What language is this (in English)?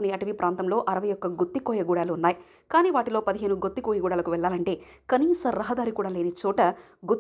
Telugu